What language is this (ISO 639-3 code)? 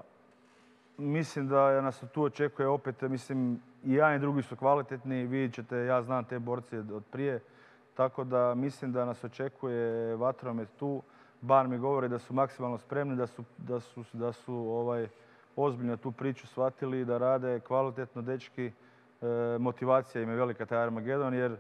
hrv